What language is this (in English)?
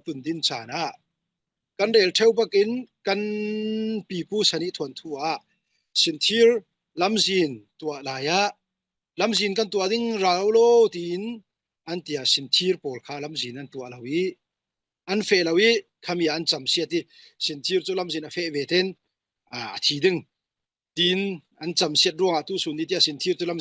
Falam Chin